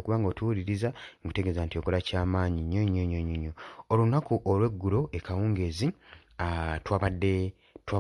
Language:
Ganda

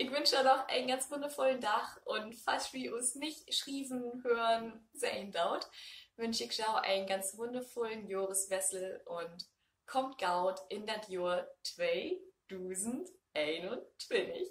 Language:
Low German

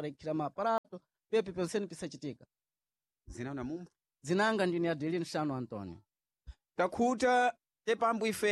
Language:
Sena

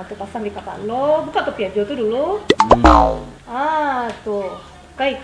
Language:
Minangkabau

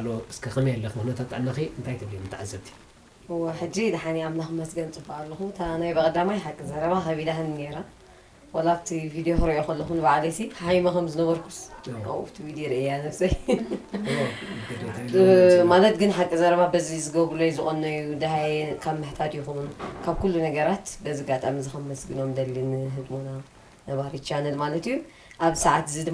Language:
Tigrinya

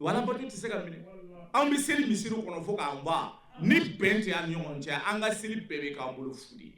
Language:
Bambara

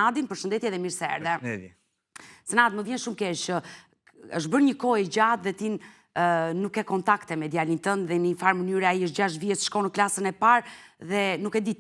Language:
Albanian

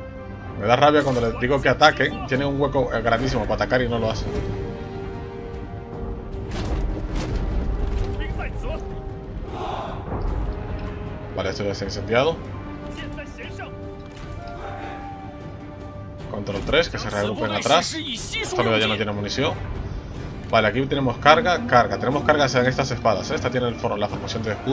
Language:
Spanish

